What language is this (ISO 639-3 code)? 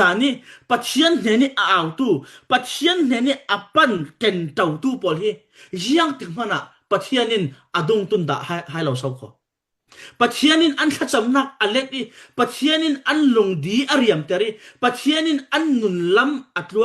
cfm